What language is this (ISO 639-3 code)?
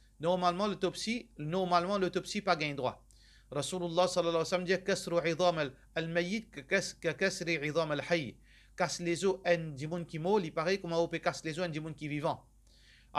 mfe